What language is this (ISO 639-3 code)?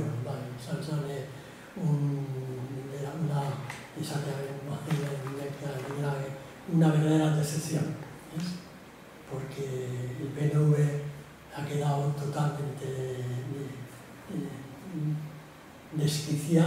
eus